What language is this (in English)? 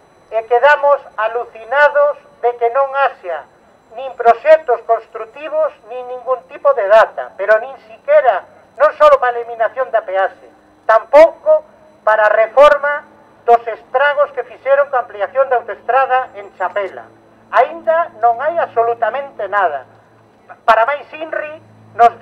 Galician